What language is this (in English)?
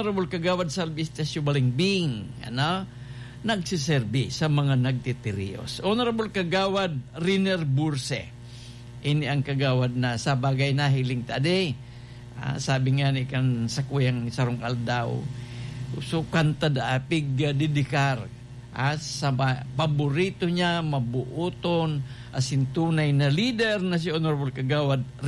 Bikol